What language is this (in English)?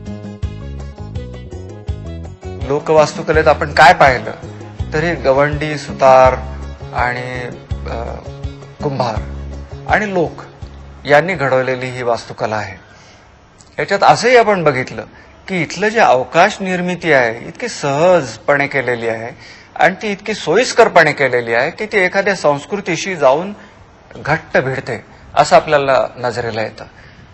Marathi